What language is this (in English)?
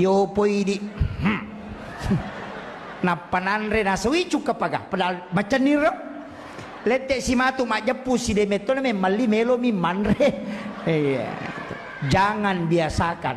Buginese